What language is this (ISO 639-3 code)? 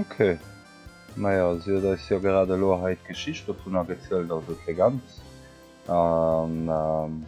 ltz